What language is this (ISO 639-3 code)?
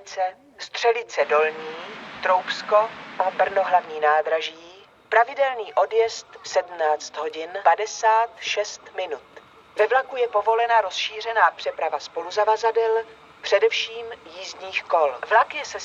ces